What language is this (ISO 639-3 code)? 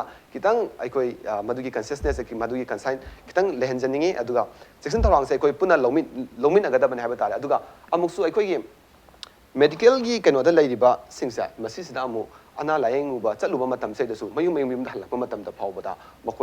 mni